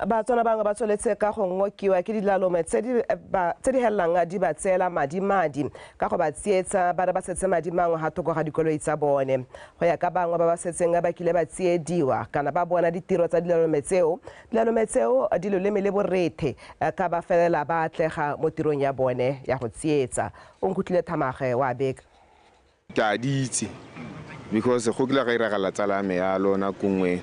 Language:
Tswana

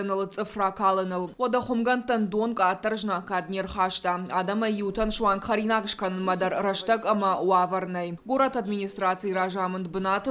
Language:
Ossetic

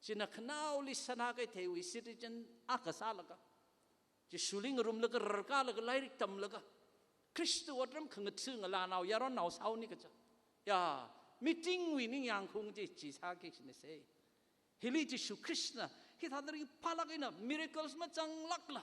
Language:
Tangkhul Naga (India)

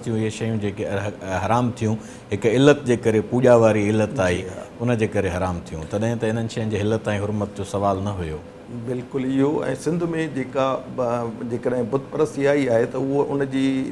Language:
Sindhi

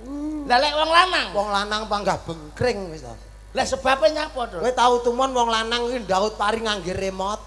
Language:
Javanese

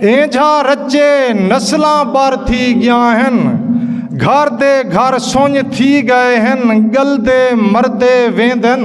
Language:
Saraiki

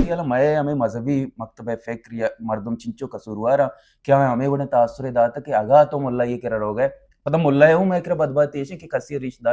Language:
Baluchi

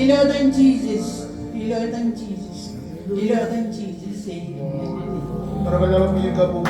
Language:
Marshallese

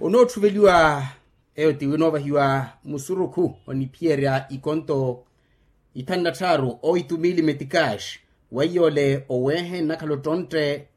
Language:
Makhuwa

